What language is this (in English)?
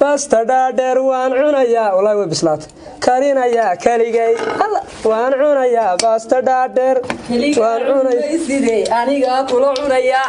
Somali